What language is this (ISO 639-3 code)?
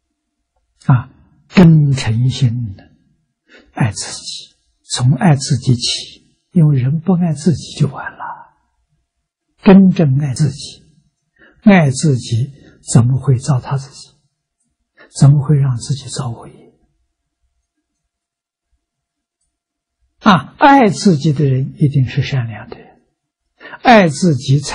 zho